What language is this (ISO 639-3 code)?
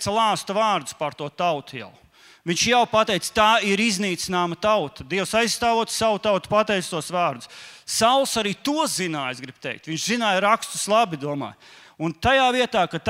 lav